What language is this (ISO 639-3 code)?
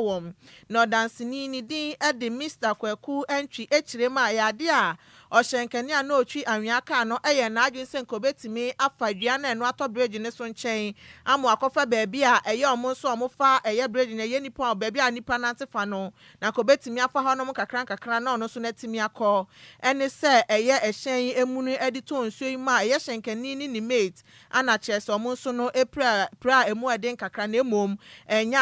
aka